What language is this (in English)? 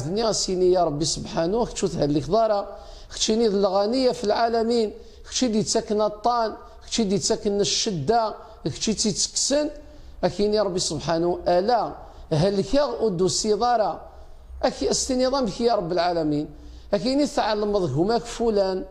Kabyle